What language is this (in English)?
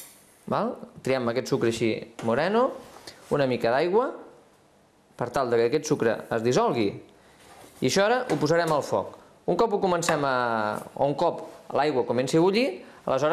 Catalan